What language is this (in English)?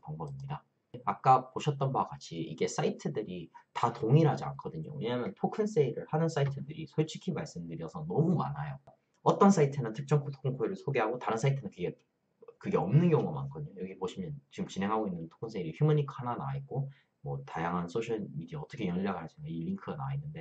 Korean